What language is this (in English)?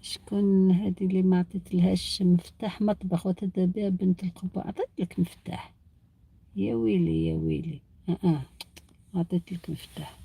Algerian Arabic